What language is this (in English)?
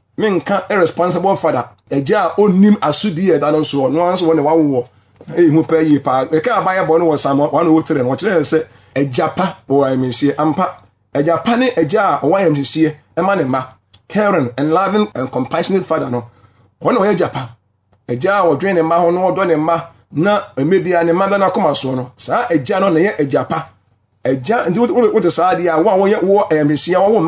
Akan